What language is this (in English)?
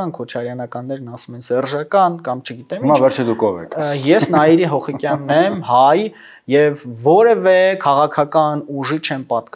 Armenian